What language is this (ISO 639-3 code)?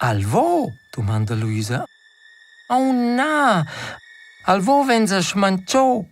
roh